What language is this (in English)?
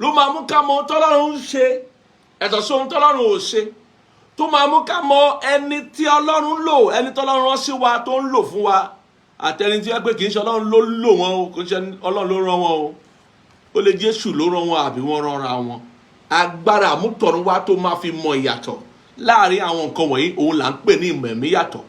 Yoruba